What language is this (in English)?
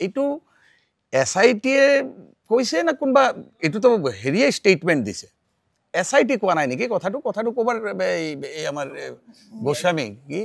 Assamese